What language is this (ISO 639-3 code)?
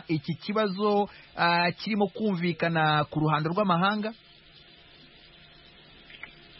kin